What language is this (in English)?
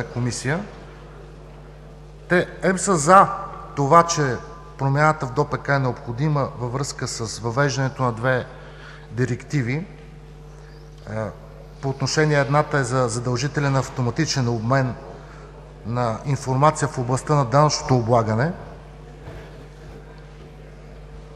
Bulgarian